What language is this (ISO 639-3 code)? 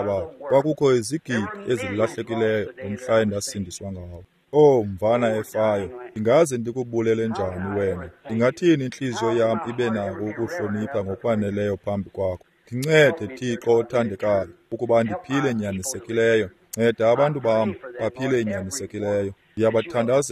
xho